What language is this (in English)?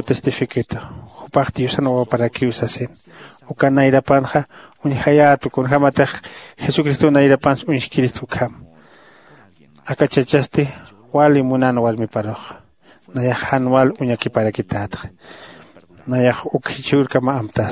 Aymara